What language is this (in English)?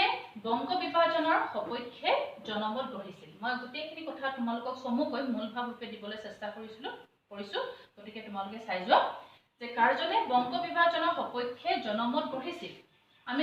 Assamese